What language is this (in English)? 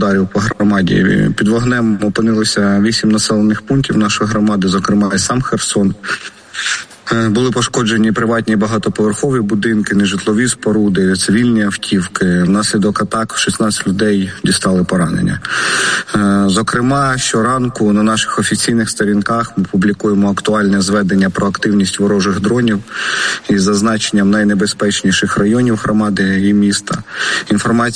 Ukrainian